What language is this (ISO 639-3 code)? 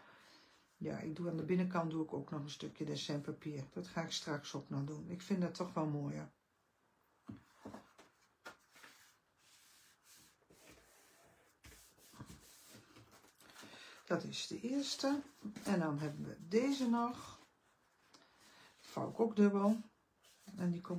nld